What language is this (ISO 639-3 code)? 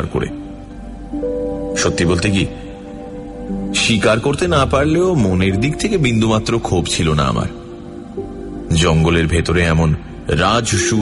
ben